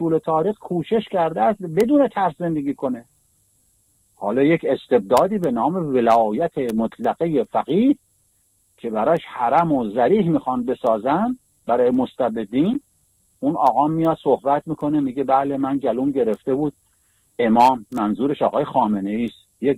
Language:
Persian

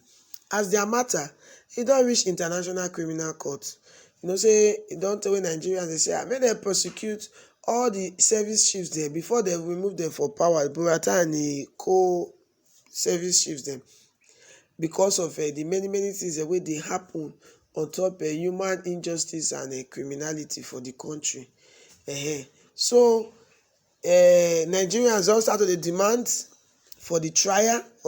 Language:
Nigerian Pidgin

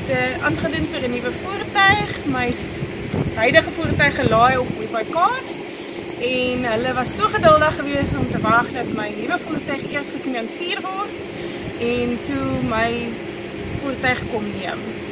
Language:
Afrikaans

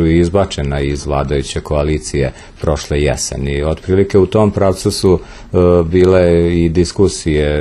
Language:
Serbian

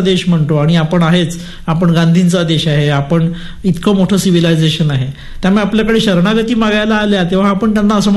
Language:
Marathi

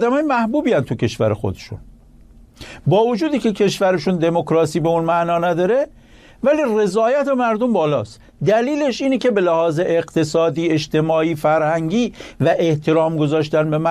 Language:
Persian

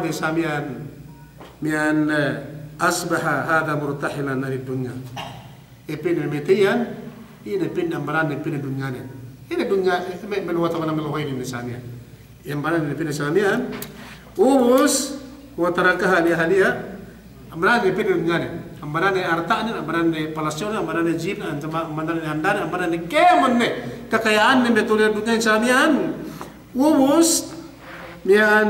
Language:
Yakan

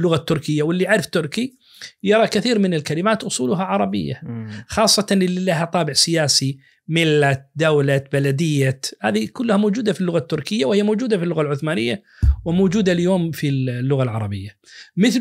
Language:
Najdi Arabic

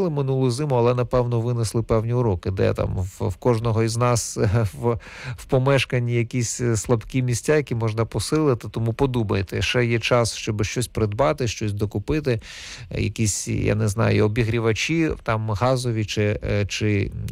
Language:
Ukrainian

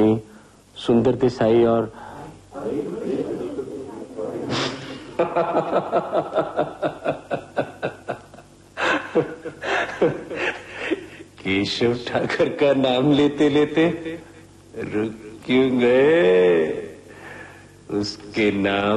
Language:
Hindi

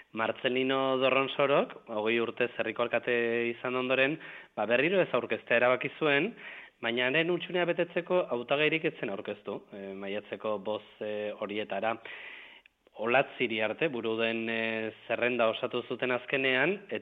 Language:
Basque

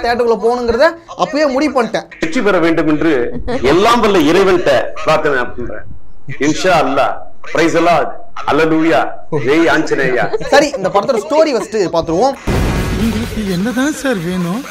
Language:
Tamil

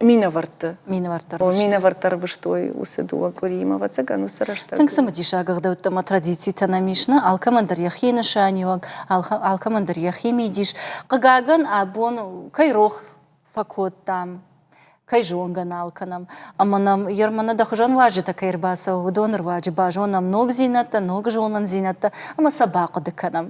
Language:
Ossetic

